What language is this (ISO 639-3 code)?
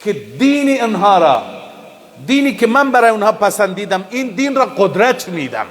fas